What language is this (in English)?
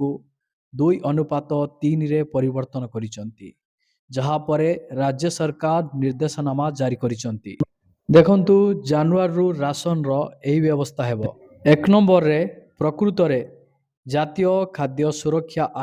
Odia